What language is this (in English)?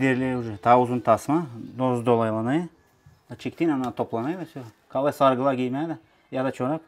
Gagauz